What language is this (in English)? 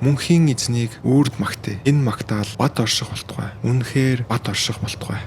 Mongolian